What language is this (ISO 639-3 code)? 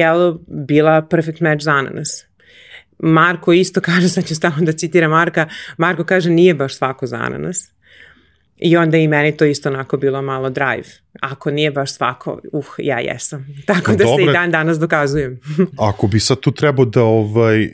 srp